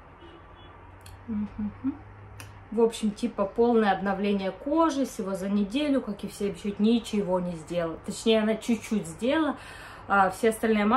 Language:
Russian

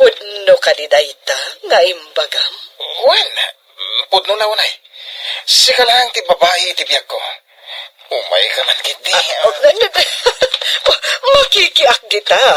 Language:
Iloko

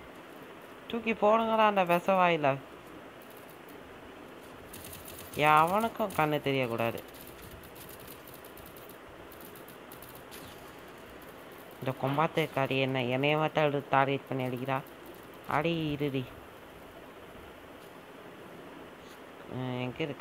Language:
Tamil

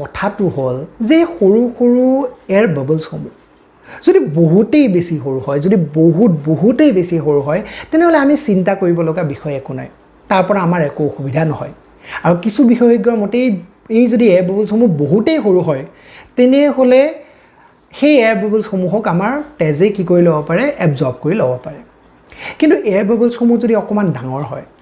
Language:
Assamese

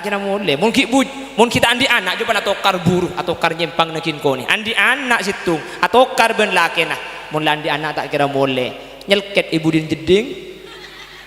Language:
Madurese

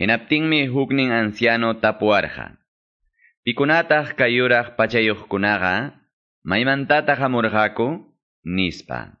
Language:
Quechua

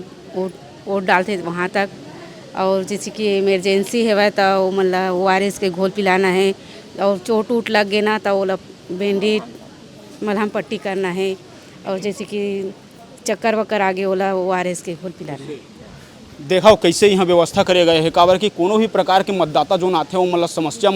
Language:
Chhattisgarhi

